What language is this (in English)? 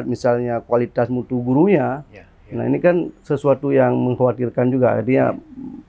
Indonesian